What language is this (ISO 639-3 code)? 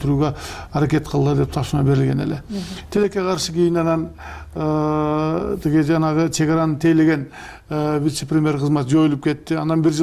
kir